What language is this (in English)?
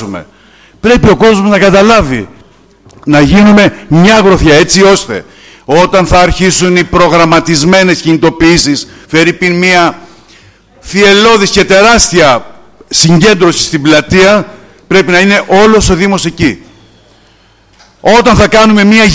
Greek